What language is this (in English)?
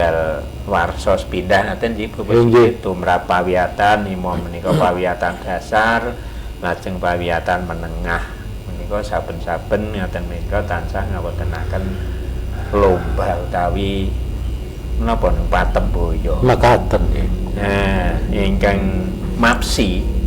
Javanese